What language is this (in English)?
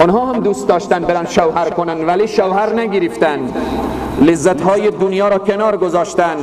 Persian